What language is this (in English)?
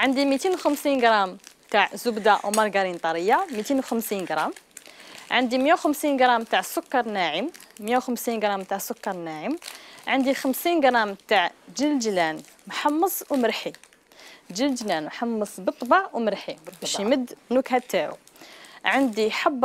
Algerian Arabic